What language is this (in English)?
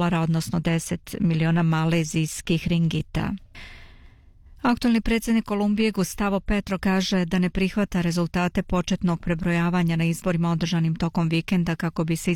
Bosnian